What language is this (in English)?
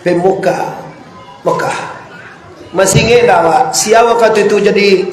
Minangkabau